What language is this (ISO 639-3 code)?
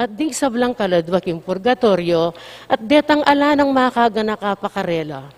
pam